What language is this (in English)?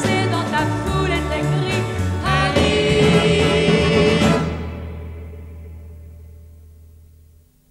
French